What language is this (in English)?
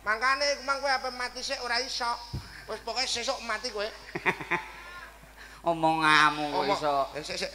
Javanese